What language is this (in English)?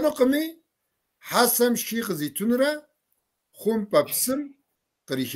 Kabardian